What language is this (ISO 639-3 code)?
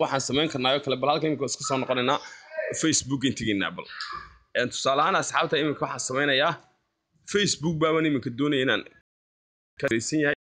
som